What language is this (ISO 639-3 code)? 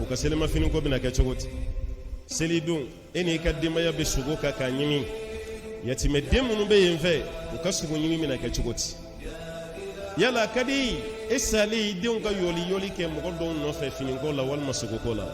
bam